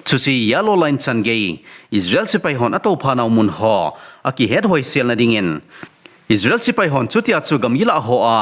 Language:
Thado Chin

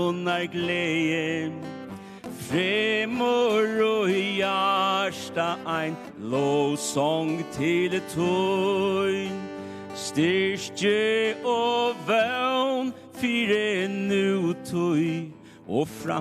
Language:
Faroese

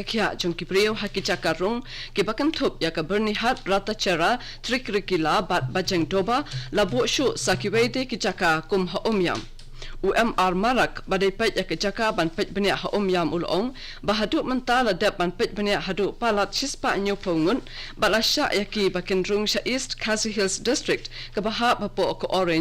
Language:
Khasi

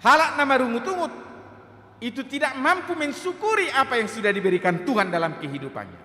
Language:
Batak Toba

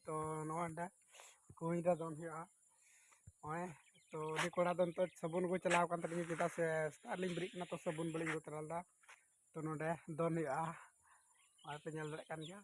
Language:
Santali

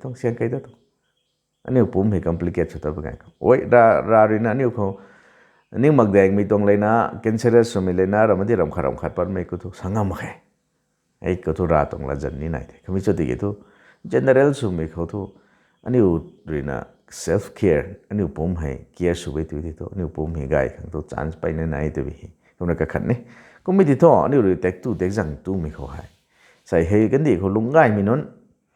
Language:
Rongmei Naga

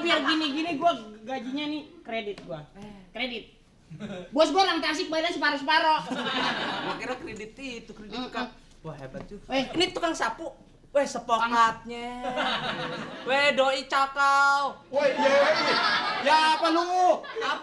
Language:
Betawi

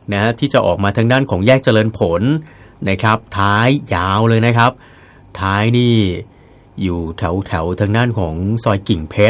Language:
Thai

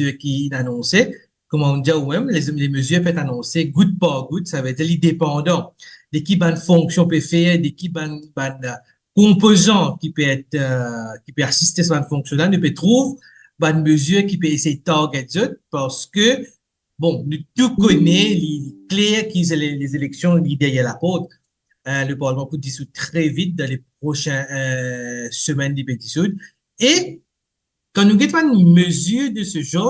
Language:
Morisyen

